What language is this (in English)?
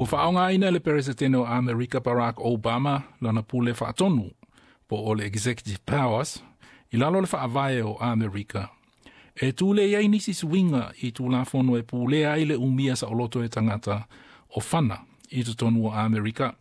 Samoan